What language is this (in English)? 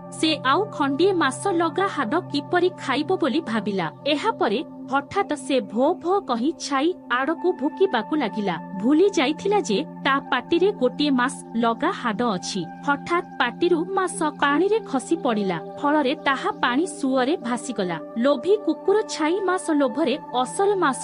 Odia